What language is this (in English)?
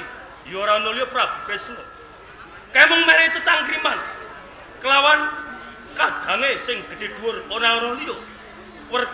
Javanese